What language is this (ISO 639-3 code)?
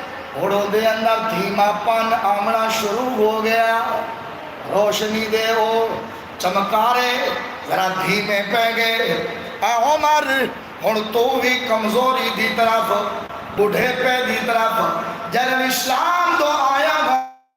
skr